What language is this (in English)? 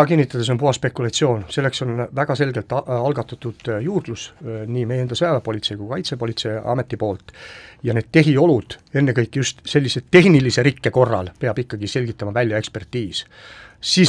Estonian